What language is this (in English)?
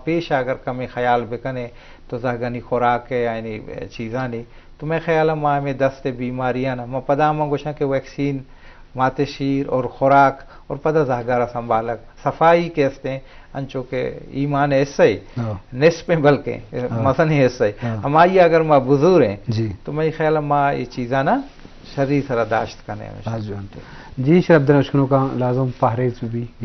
Baluchi